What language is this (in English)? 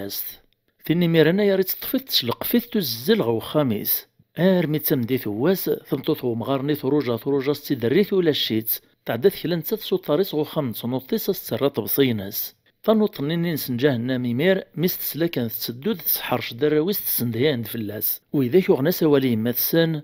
Kabyle